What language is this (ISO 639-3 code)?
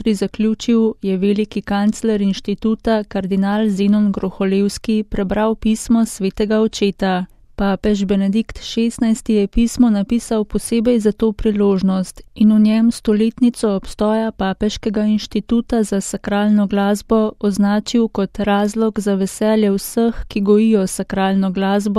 slv